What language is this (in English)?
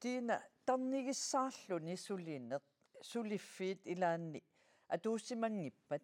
Kalaallisut